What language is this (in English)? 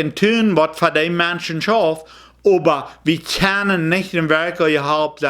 Plautdietsch